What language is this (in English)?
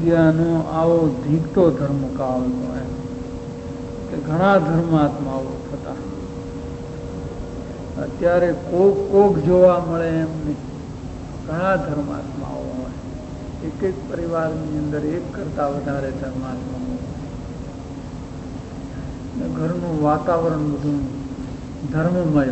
Gujarati